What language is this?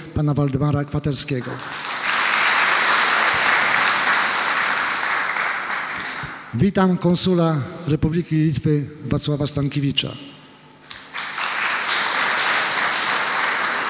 Polish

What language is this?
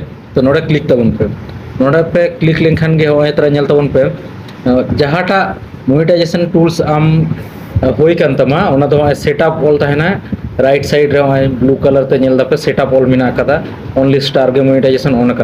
Santali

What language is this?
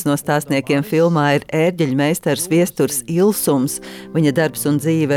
Latvian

